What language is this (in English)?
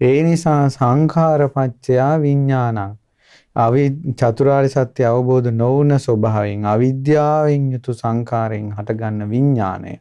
Sinhala